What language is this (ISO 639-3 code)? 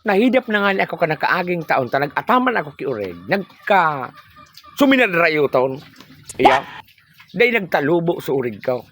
bik